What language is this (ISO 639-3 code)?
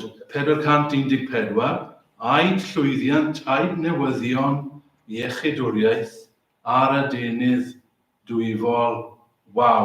cym